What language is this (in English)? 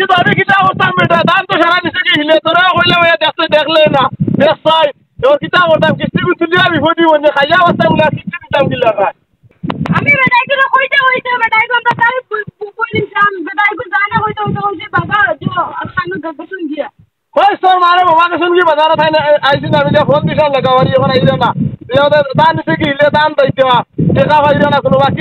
Sylheti